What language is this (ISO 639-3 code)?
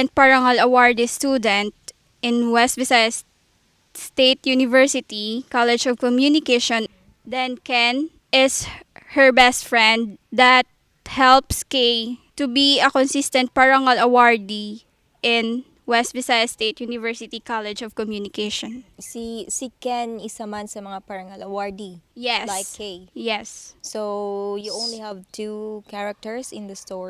hil